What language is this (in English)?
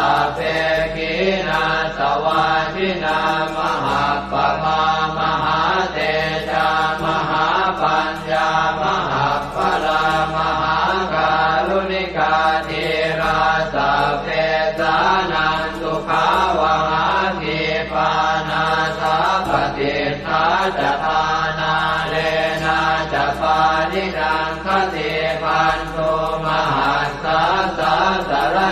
Pali